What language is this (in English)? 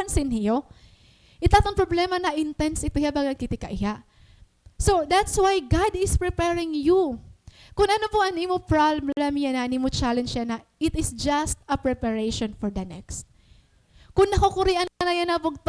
Waray